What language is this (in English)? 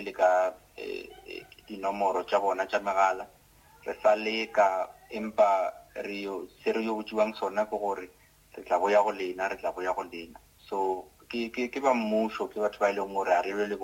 Northern Sotho